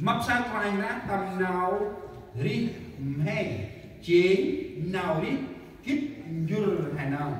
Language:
Central Mnong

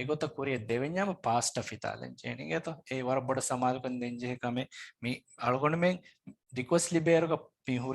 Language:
Divehi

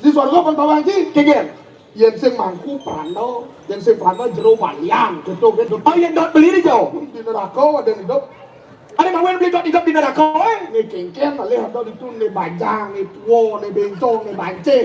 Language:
Balinese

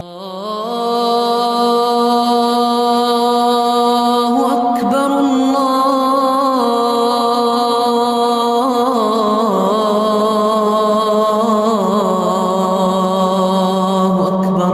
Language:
Ingush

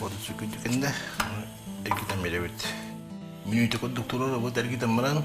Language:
Yakut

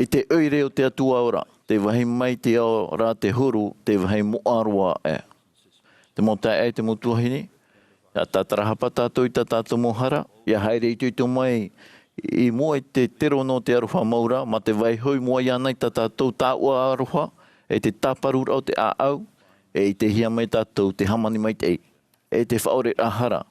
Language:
Tahitian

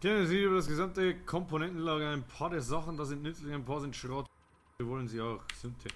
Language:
Bavarian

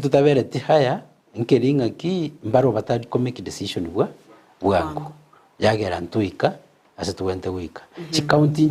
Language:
Gusii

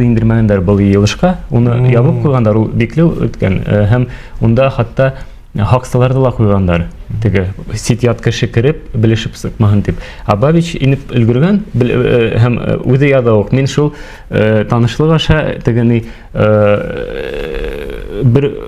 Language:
Bashkir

